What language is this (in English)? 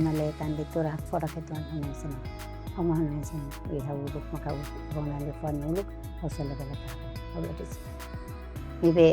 Tetum